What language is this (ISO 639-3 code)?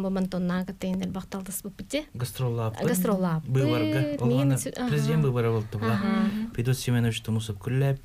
sah